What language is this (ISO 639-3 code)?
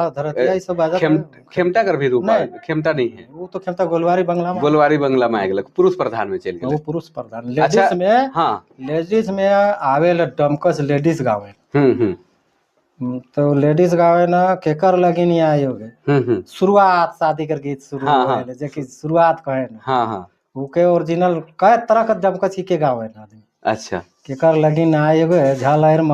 sck